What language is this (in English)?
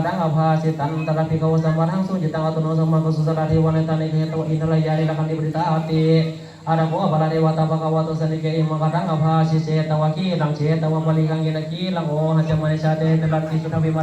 Pali